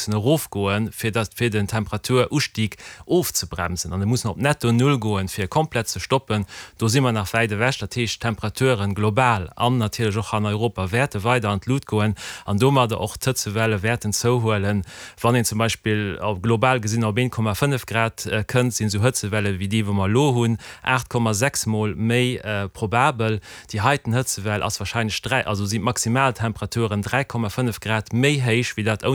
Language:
Luxembourgish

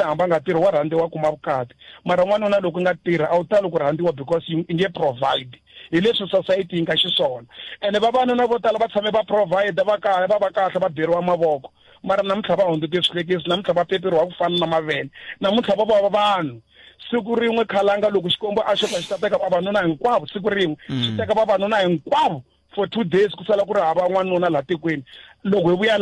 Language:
Tsonga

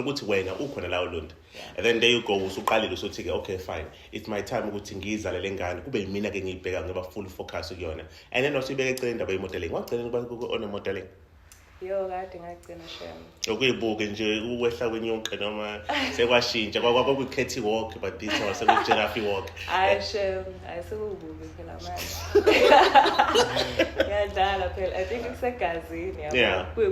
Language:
Zulu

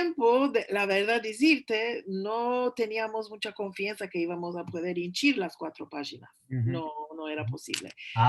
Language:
Ladino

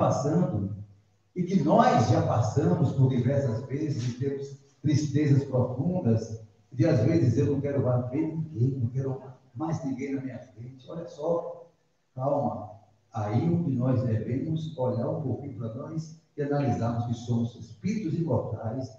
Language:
Portuguese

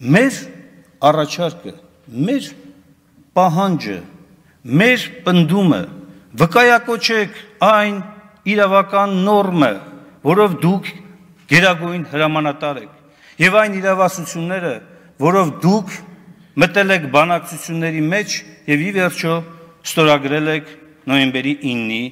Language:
Armenian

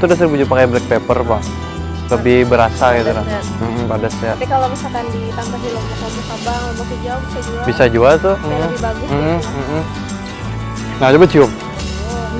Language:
Banjar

